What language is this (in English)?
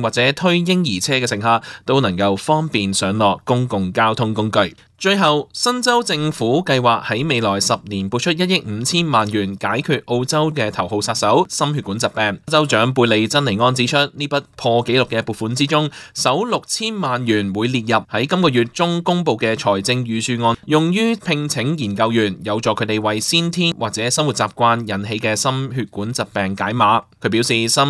Cantonese